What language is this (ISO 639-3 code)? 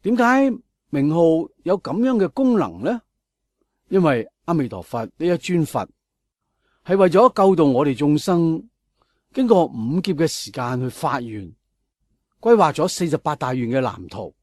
yue